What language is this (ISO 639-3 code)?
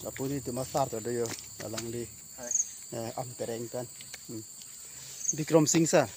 mjw